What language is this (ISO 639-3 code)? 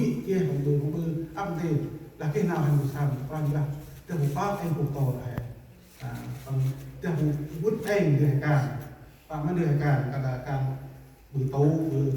cmo